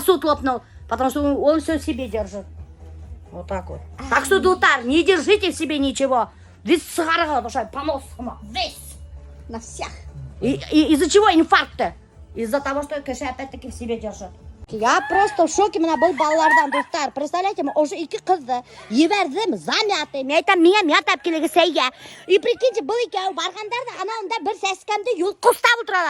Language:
Bashkir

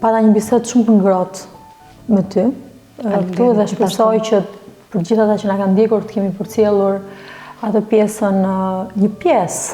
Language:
Albanian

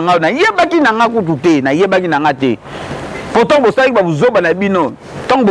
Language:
Lingala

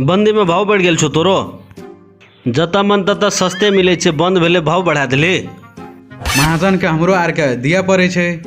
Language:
Maithili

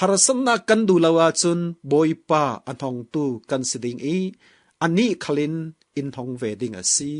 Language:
Falam Chin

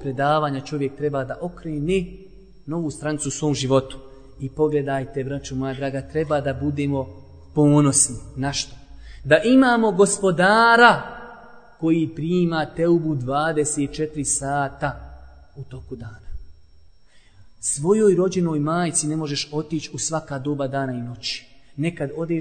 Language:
Bosnian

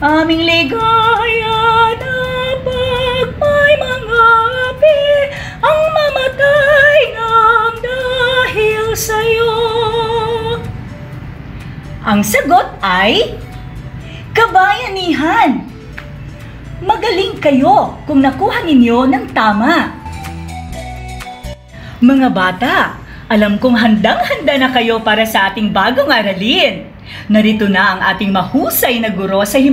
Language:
Filipino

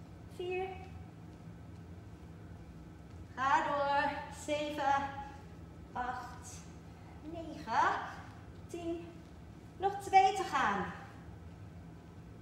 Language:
Dutch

